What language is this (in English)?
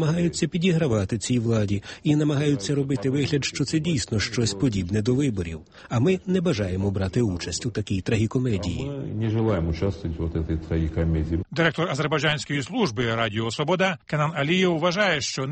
Ukrainian